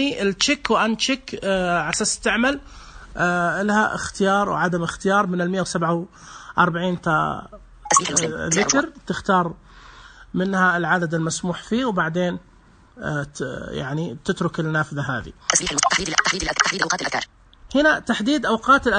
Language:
Najdi Arabic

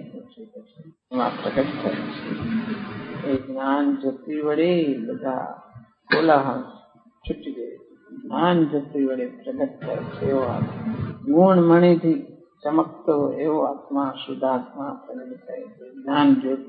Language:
Gujarati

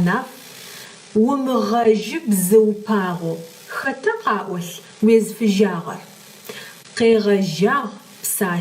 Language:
Adyghe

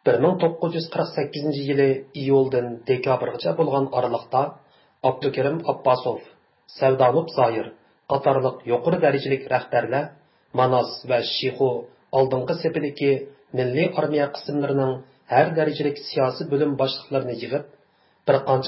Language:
Uyghur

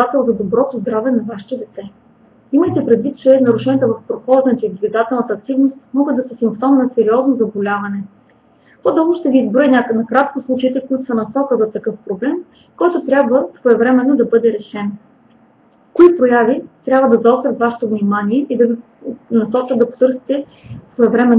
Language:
Bulgarian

